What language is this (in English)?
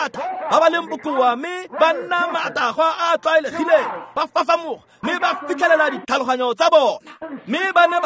Tswana